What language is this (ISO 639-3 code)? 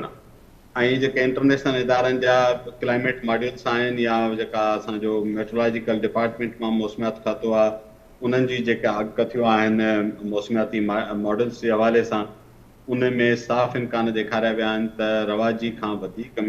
snd